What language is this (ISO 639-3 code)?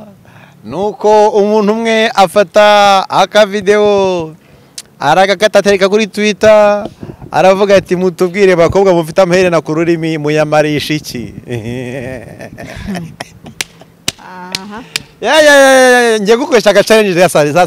kin